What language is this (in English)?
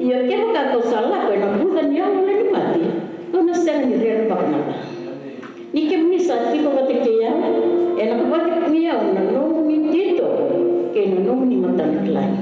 Fijian